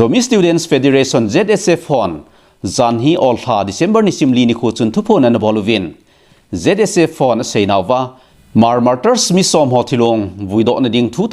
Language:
Thado Chin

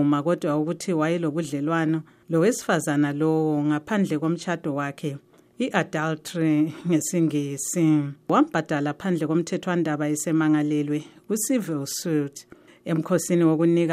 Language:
North Ndebele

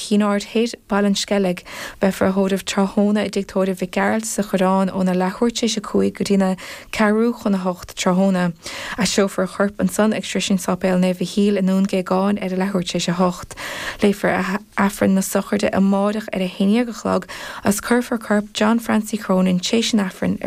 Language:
Irish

